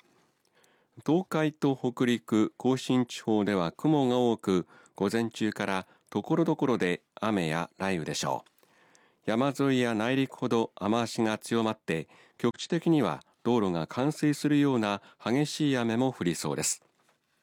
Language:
Japanese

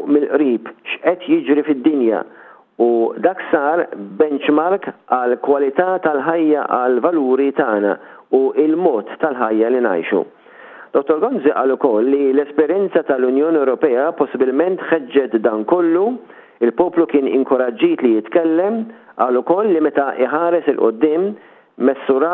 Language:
Maltese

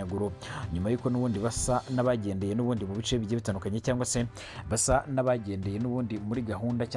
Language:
Kinyarwanda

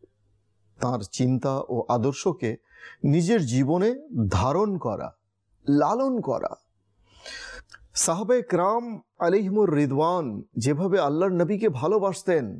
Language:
Bangla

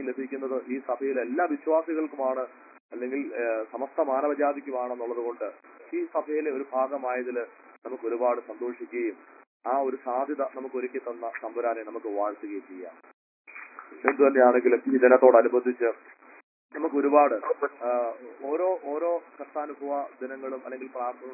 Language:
Malayalam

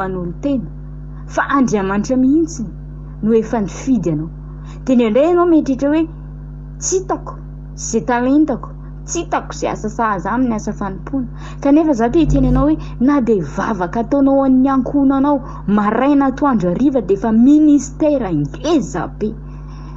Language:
Malagasy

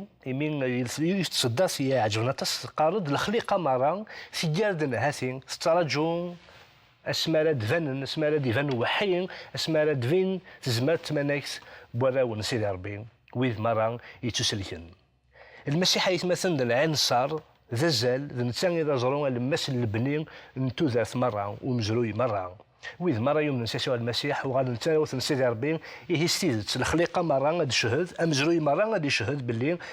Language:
Kabyle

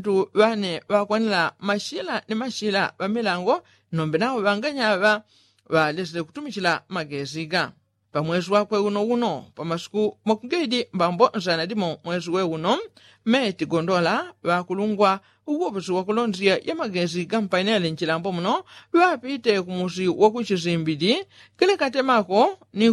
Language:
Yao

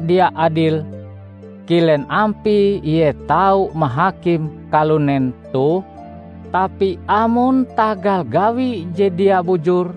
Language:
Ngaju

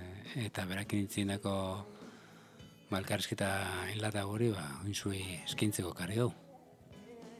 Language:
Basque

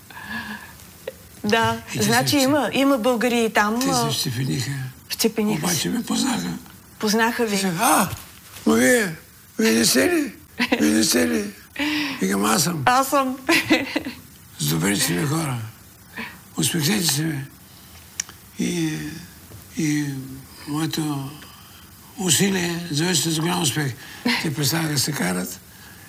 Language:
Bulgarian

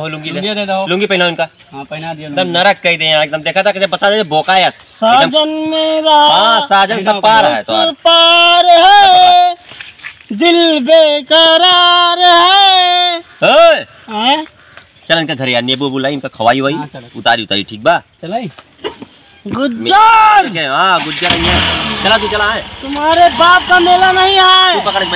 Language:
Awadhi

